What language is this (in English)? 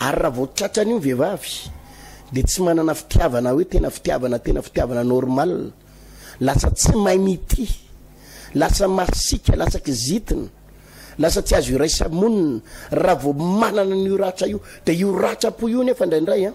Malagasy